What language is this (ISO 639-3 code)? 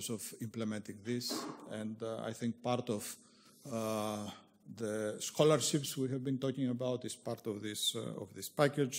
eng